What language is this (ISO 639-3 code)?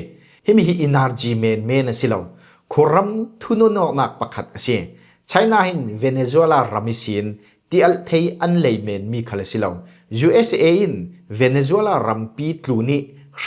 cfm